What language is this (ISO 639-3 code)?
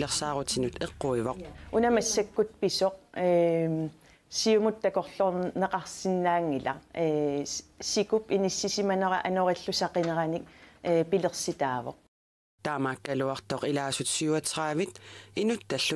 kal